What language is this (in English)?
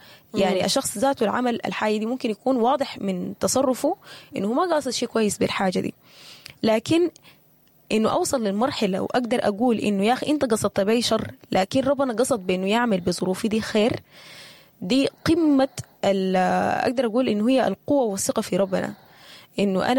Sudanese Arabic